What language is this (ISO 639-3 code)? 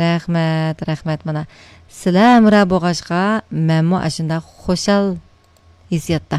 uig